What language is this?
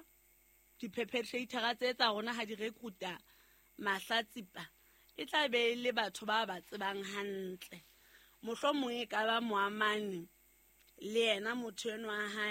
Southern Sotho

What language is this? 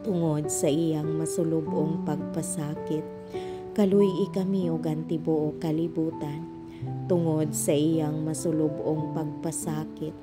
Cebuano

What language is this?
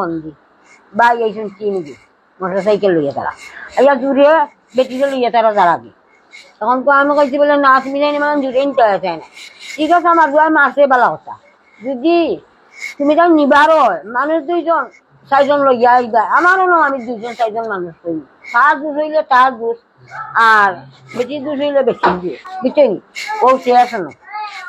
Sylheti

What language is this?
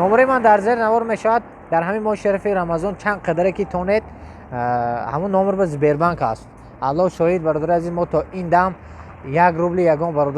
Tajik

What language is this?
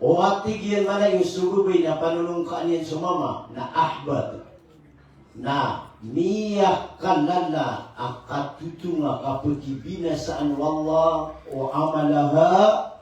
Maranao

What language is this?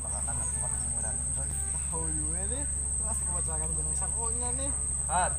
Banjar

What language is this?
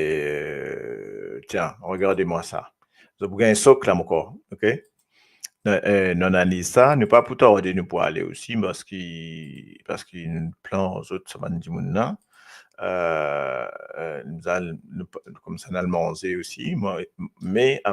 Morisyen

